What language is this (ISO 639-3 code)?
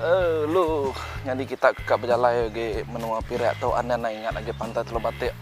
iba